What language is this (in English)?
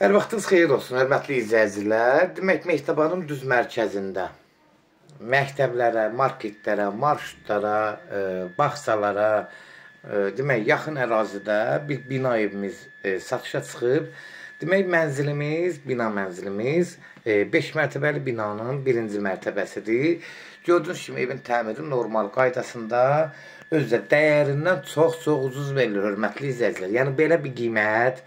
Azerbaijani